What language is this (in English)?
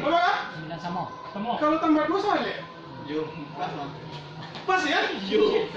Minangkabau